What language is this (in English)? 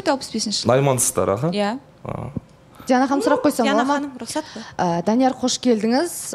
Kazakh